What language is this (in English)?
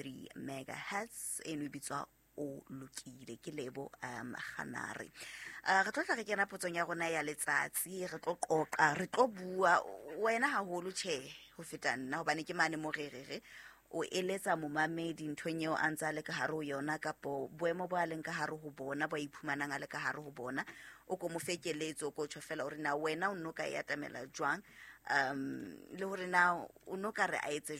Southern Sotho